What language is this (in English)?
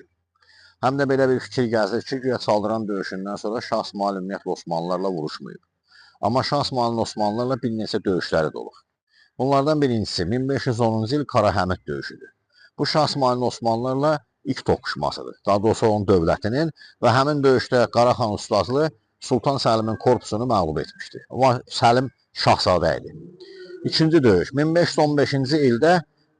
Azerbaijani